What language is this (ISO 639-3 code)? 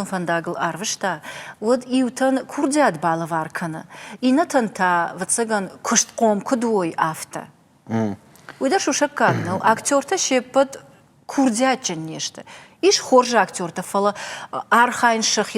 oss